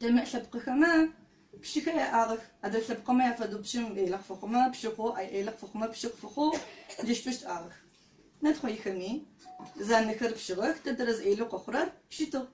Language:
Adyghe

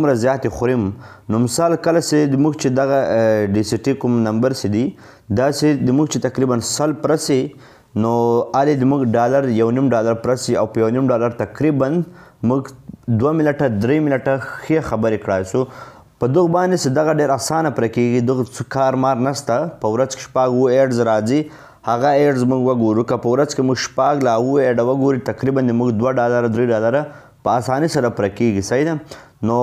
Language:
Pashto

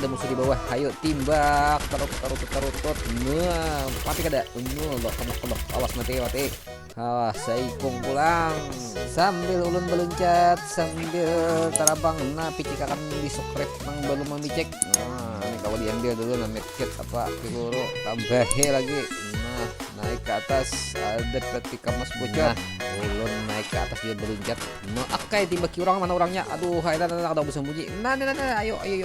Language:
Banjar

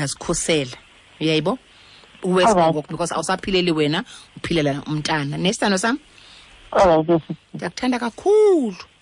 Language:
Xhosa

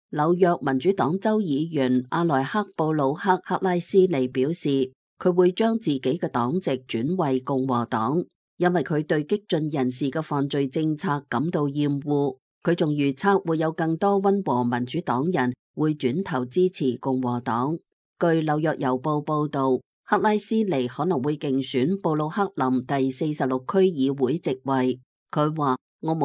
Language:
Cantonese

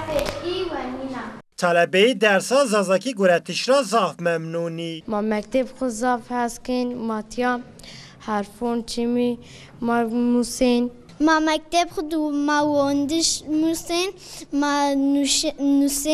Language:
Zaza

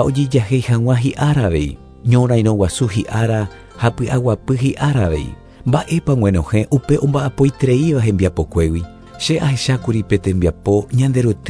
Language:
Guarani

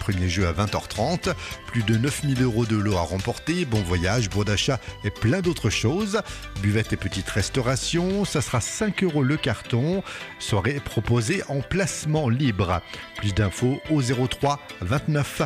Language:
French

